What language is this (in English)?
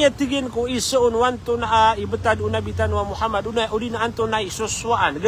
Maranao